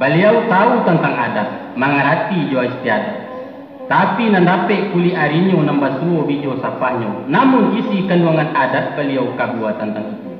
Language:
Minangkabau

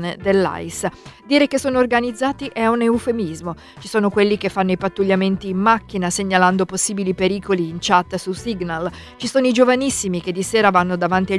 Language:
Italian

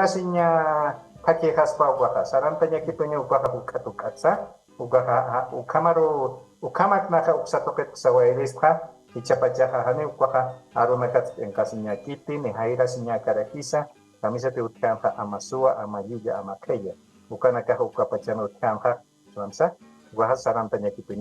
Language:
Aymara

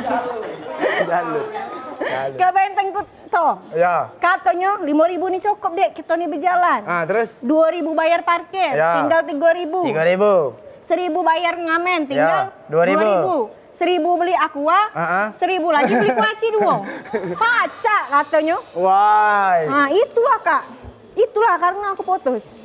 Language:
Musi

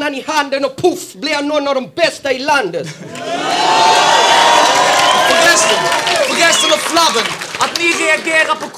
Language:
Swedish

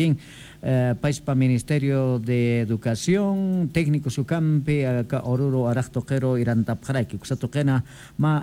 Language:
Aymara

